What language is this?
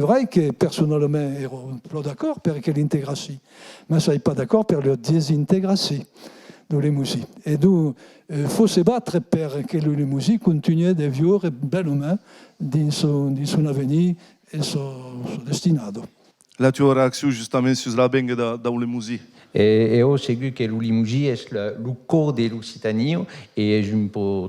Occitan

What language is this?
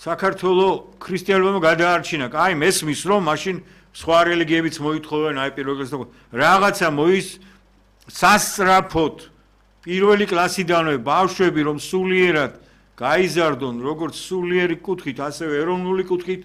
Georgian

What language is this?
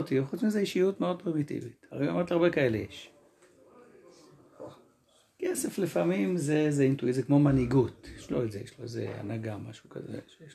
Hebrew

